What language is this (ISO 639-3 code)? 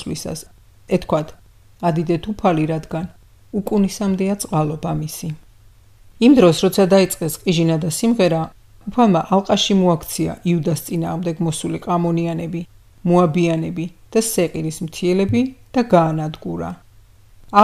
kat